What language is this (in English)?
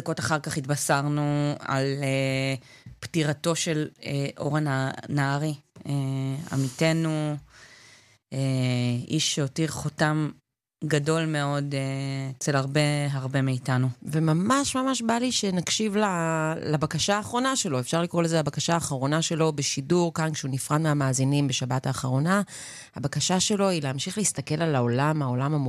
Hebrew